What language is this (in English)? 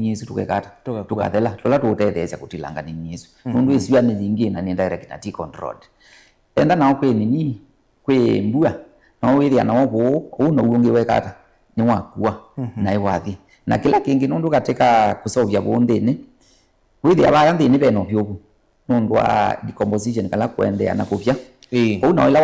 Kamba